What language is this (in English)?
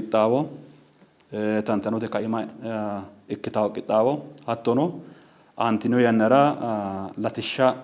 Sidamo